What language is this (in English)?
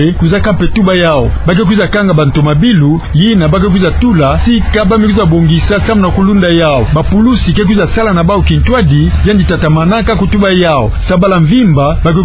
Kituba (Democratic Republic of Congo)